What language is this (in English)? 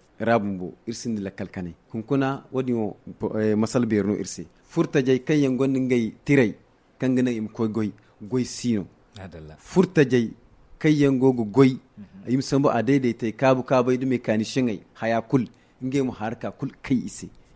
Zarma